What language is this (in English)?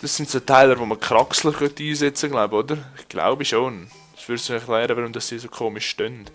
Swiss German